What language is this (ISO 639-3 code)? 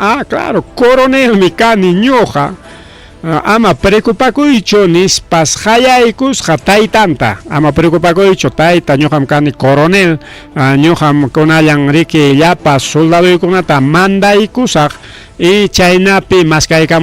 quy